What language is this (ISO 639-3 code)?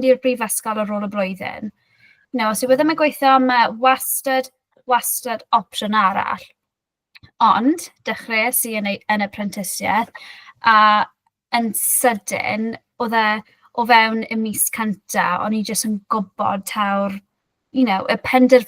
cym